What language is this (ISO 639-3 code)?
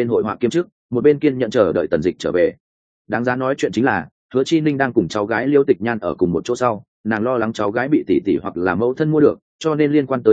vie